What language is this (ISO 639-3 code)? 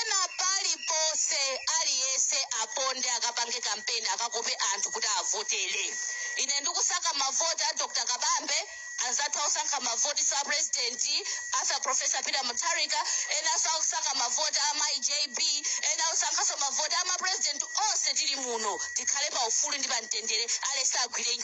nya